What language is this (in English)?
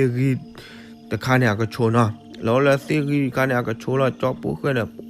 S'gaw Karen